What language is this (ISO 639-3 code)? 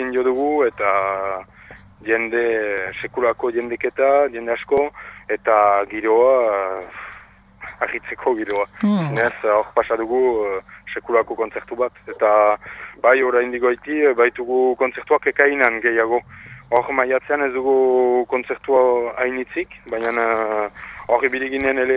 eus